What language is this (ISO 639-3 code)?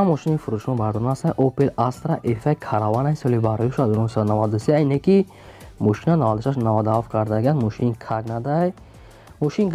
tgk